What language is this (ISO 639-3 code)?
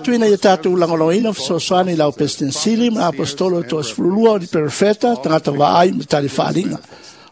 smo